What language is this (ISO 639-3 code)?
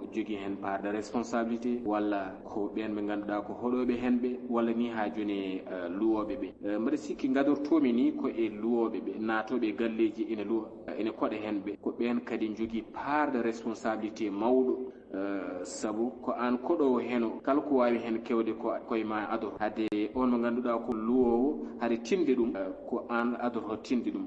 ful